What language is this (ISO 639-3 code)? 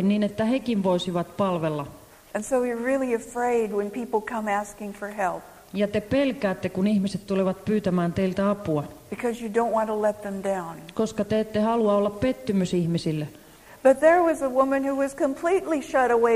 fin